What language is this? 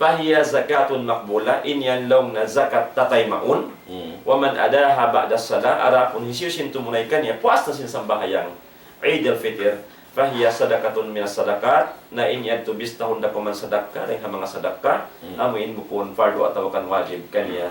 Tausug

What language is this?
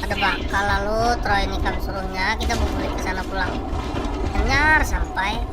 Banjar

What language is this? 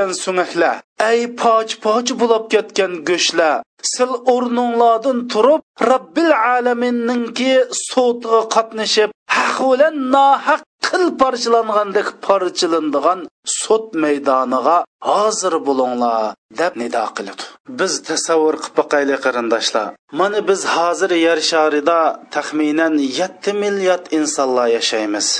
Uyghur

